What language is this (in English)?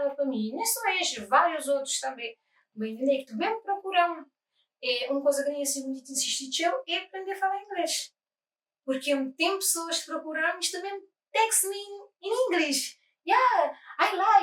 Kabuverdianu